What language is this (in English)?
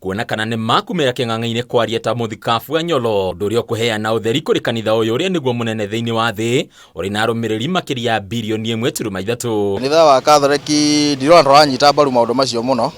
Kikuyu